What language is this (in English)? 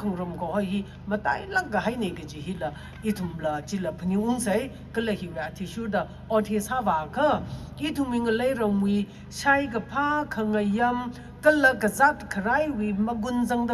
Tangkhul Naga (India)